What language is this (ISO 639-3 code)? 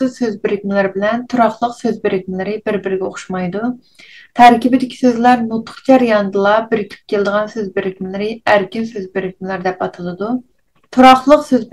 uig